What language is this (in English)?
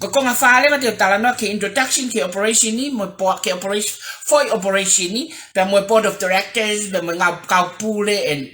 Tongan